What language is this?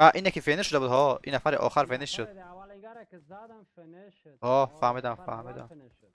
Persian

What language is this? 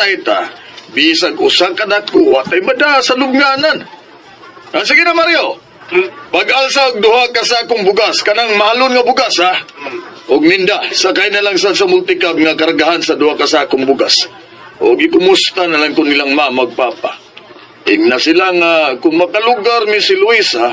Cebuano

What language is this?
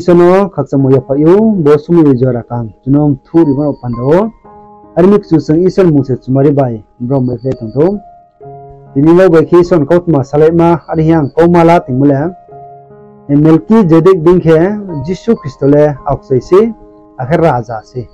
Riang (India)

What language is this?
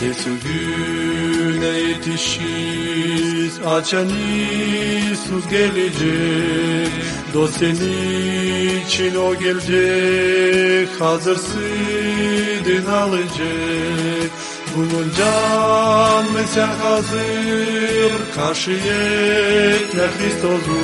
Gagauz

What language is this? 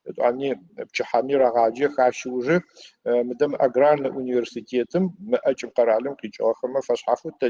Adyghe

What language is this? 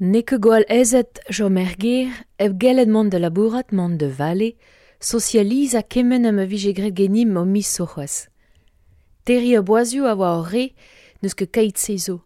Breton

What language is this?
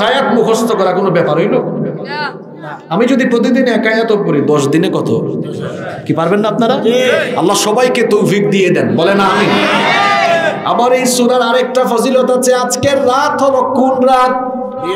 Bangla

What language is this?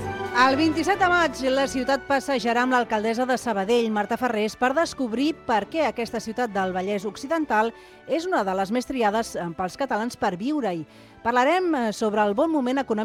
Catalan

